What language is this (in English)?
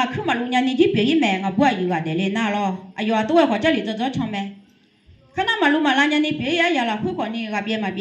Akha